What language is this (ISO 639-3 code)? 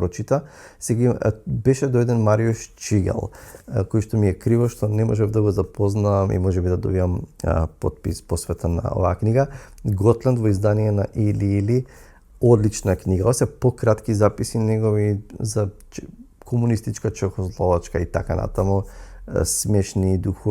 mkd